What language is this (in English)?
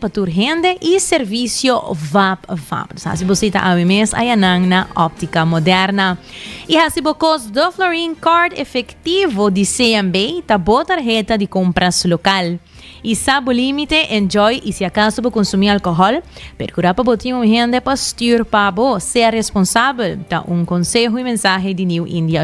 Papiamento